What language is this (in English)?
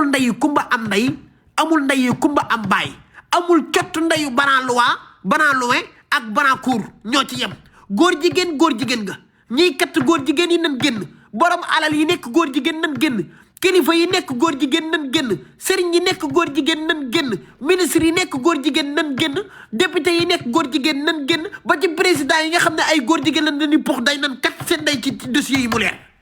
Wolof